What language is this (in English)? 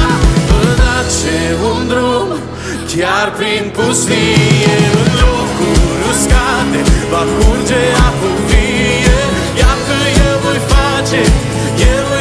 Romanian